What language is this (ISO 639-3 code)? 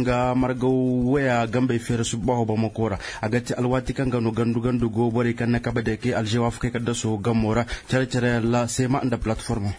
dje